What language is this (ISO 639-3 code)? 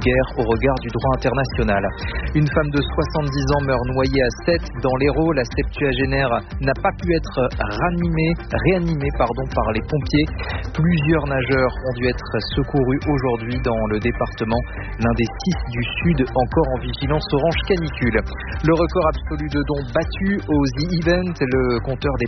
fra